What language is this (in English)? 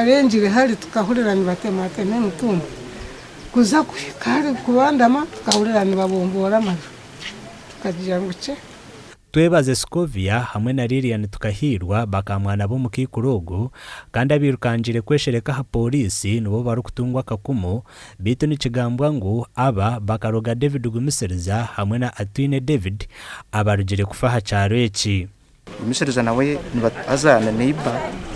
Nyankole